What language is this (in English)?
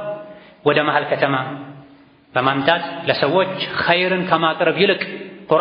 Amharic